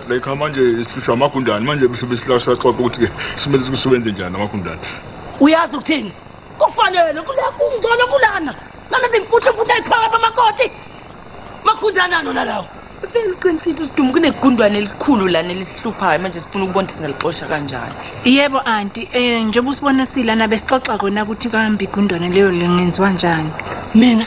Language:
Zulu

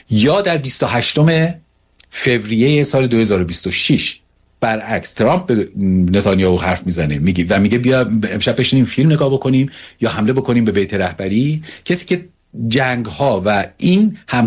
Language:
Persian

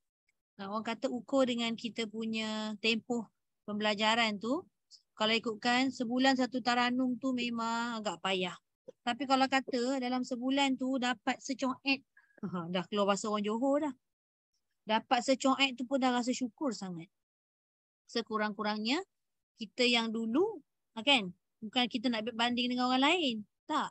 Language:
Malay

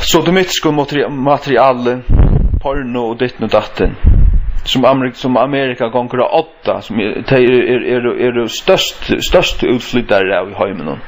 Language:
Faroese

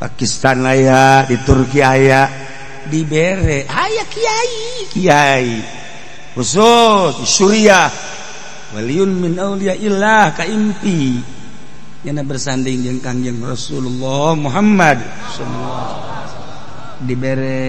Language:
Sundanese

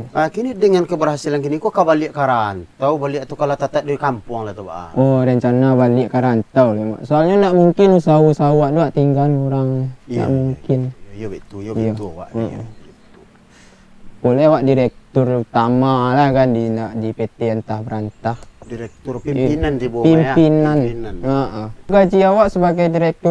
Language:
Minangkabau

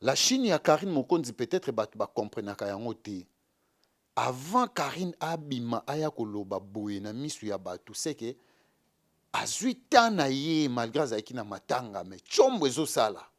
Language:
Lingala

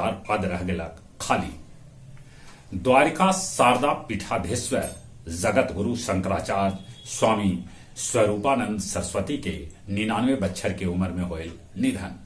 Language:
Magahi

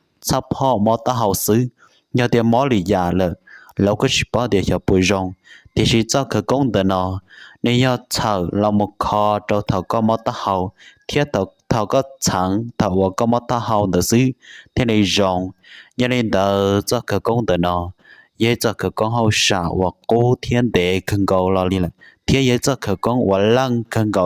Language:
Hmong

